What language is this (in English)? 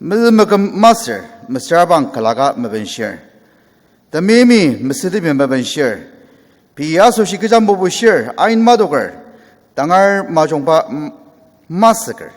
Ao Naga